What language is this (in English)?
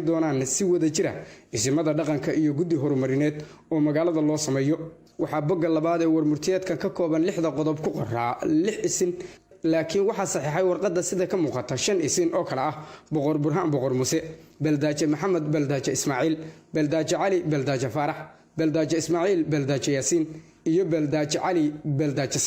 Somali